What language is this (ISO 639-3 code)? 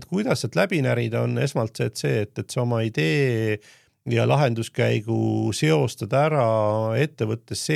est